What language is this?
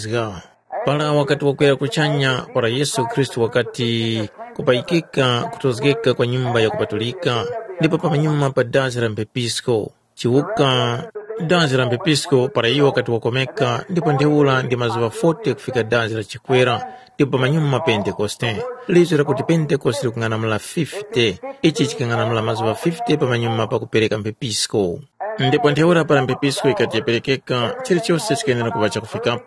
Tumbuka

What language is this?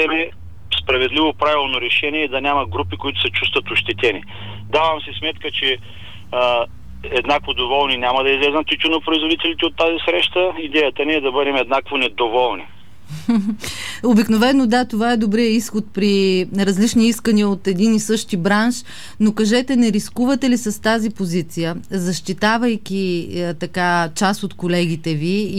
Bulgarian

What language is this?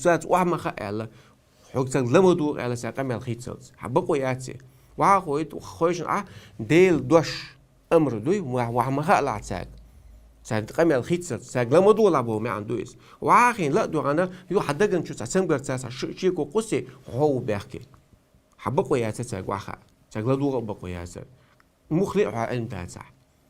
Chechen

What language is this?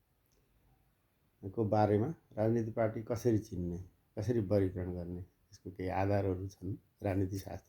Nepali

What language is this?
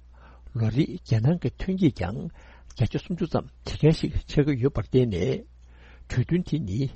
Tibetan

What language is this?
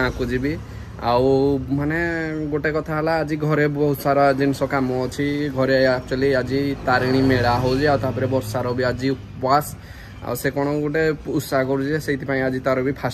Odia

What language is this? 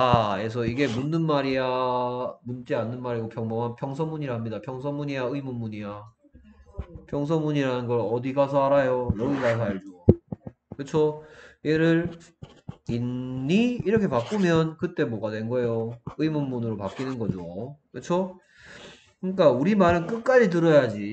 Korean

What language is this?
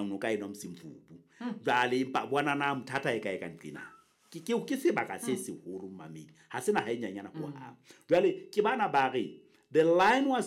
Southern Sotho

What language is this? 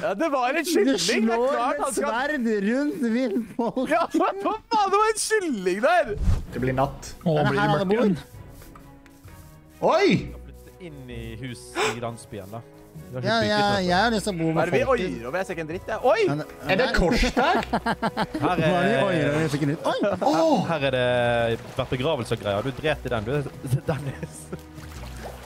Norwegian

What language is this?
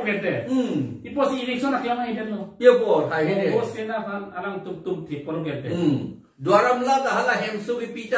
Karbi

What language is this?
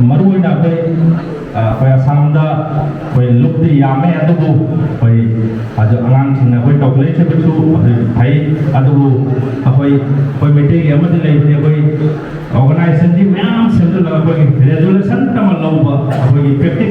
Manipuri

